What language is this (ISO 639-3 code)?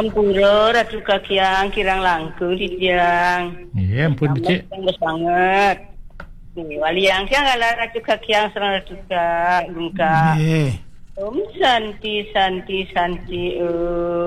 ban